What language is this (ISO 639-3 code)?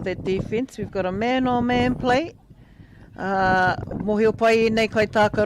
mri